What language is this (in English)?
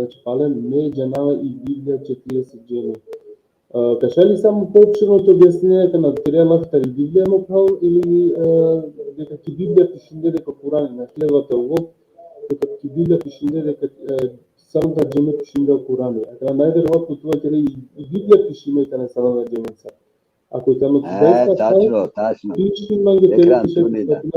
Balkan Romani